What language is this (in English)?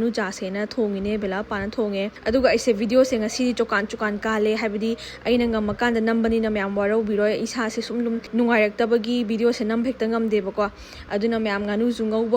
Manipuri